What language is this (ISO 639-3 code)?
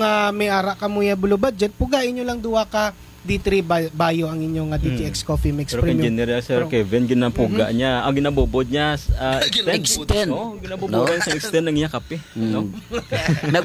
hil